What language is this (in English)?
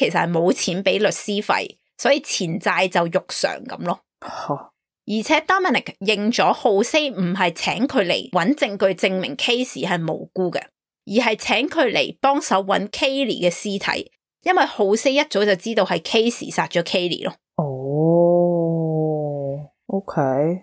Cantonese